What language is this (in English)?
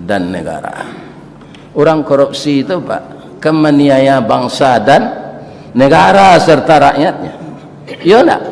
Minangkabau